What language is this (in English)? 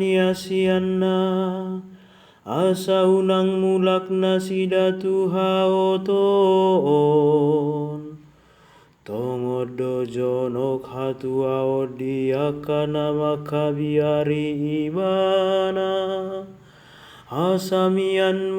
Batak Toba